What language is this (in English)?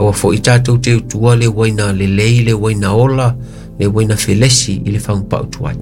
Samoan